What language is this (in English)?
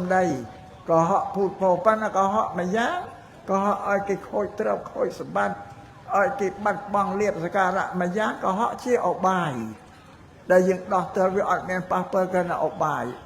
Khmer